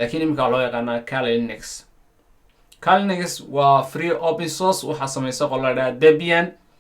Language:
Somali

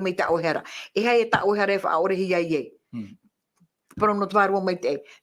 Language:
Tahitian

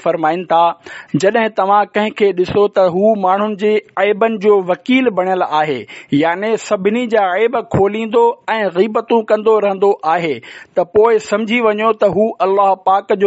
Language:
Sindhi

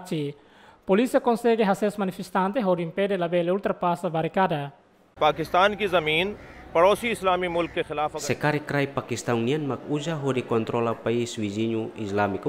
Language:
Tetum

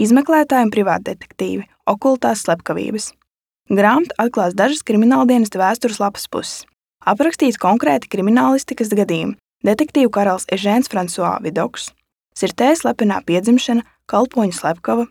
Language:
Latvian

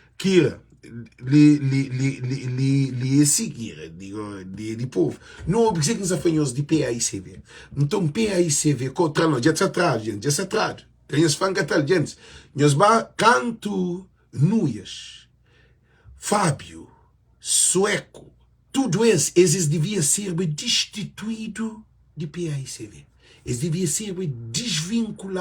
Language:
Kabuverdianu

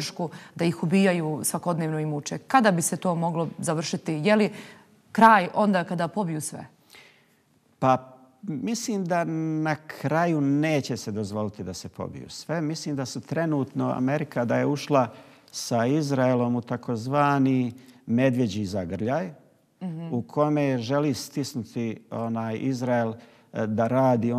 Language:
Bosnian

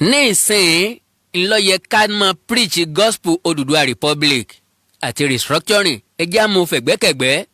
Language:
Yoruba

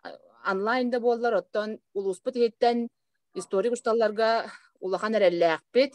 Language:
Yakut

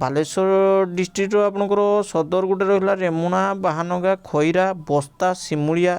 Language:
Odia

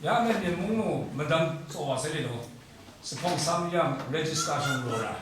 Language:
Kachin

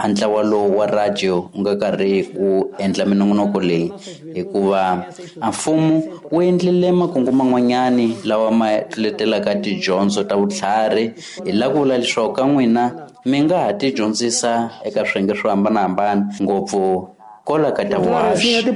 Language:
Tsonga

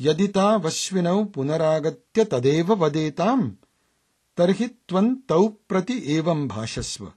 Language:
Sanskrit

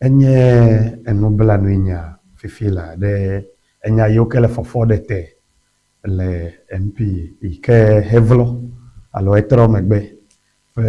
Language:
Ewe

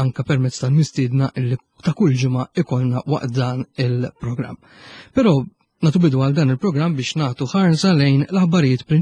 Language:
Maltese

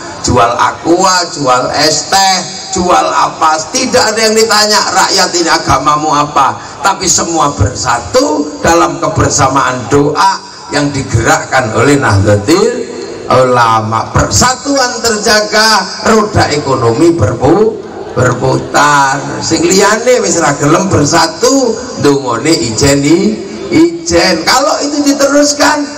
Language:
Indonesian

